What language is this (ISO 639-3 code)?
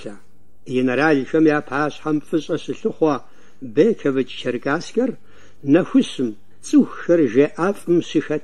kbd